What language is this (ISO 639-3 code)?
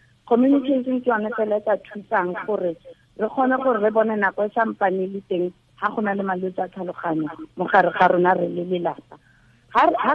tsn